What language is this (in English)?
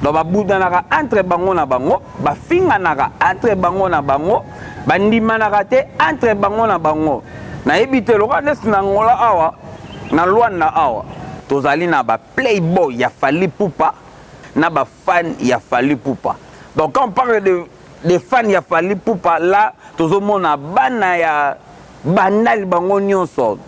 Lingala